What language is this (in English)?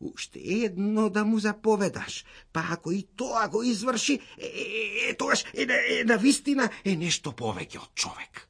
Macedonian